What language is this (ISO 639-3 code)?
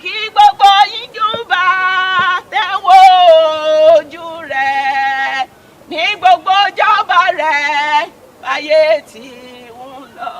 yor